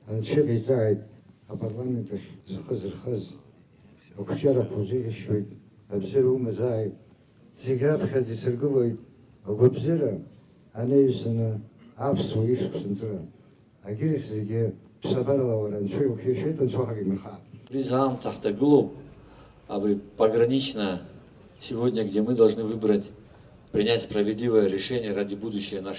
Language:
Abkhazian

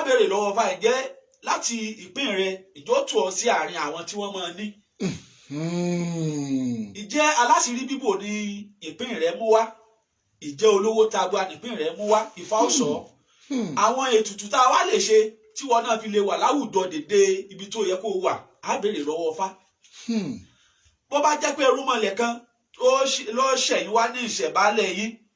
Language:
Yoruba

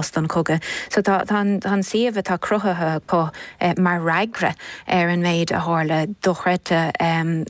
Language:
Irish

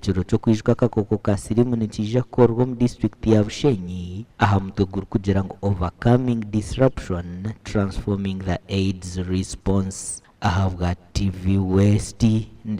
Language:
Nyankole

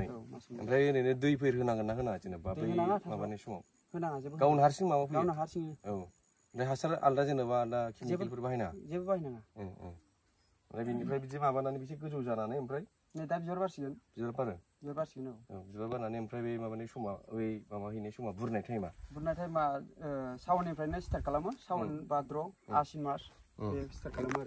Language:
Bodo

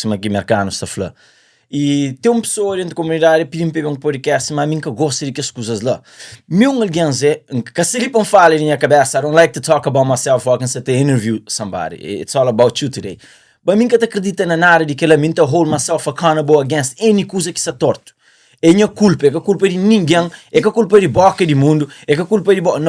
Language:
Kabuverdianu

